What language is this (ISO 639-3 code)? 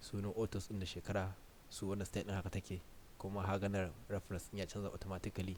hau